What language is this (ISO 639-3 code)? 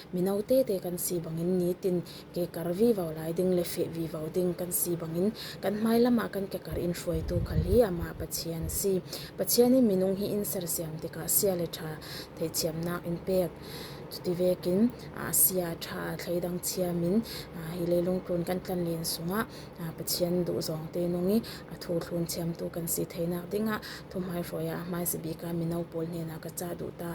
cfm